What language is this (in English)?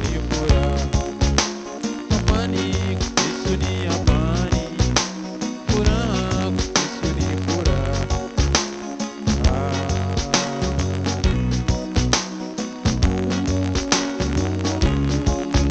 Swahili